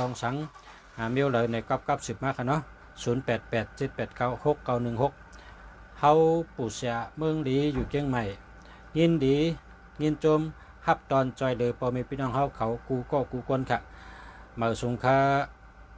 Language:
Shan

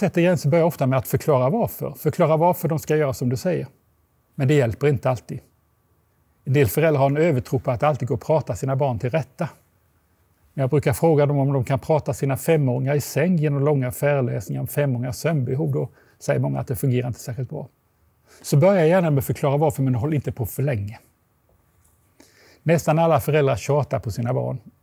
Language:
Swedish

